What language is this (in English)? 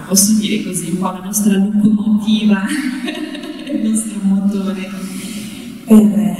Italian